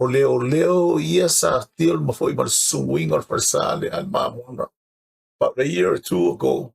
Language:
Samoan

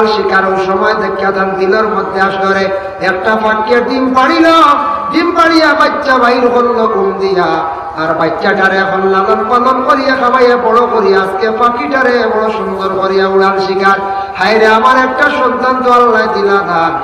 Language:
Sylheti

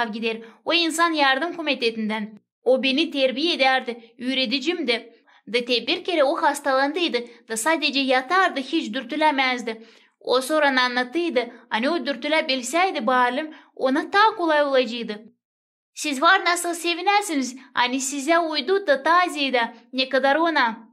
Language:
Gagauz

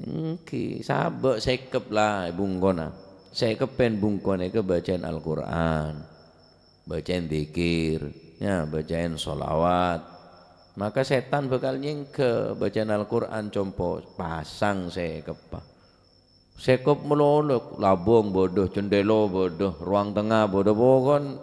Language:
Madurese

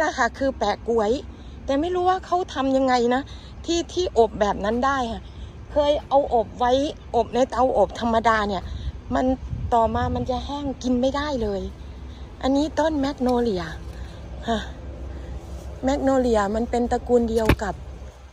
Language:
Thai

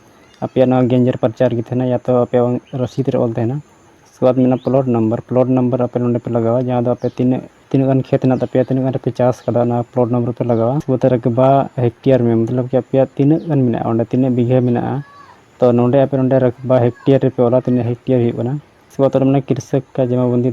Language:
Santali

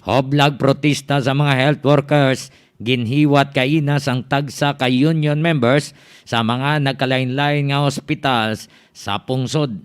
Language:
Hiligaynon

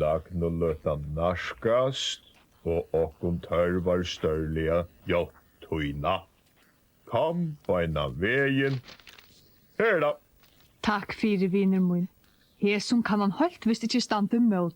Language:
Faroese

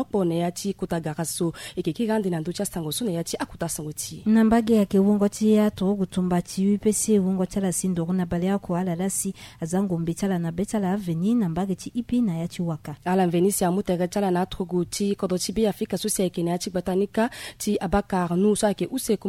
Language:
Sango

